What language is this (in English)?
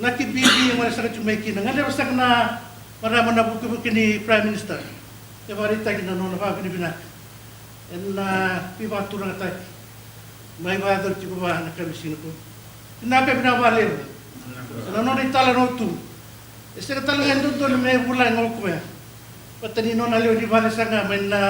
Fijian